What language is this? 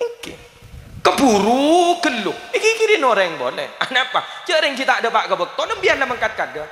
Madurese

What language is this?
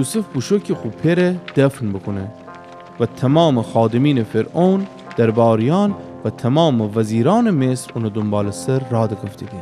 Gilaki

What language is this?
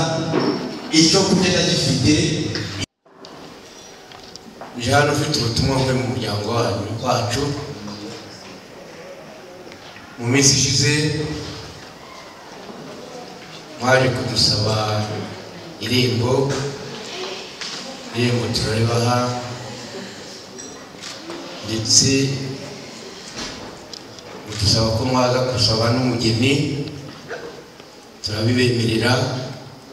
Kinyarwanda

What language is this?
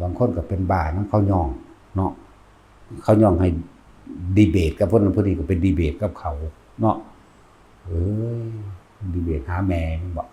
Northeastern Thai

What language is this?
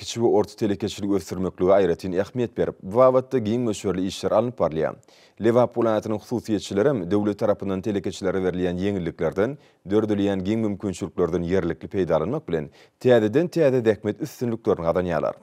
Turkmen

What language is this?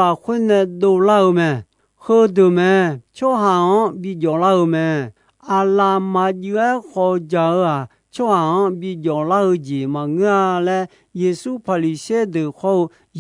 Akha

